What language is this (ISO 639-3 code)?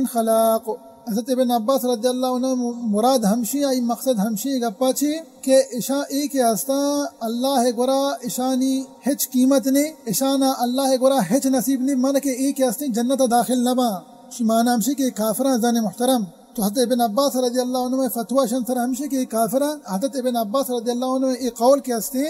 bal